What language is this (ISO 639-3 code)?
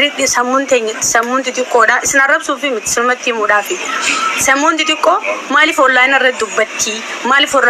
orm